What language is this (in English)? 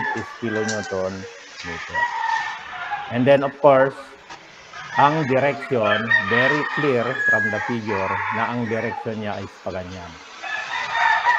Filipino